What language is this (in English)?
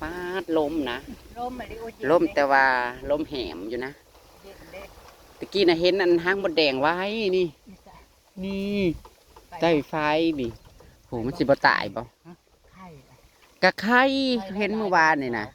Northeastern Thai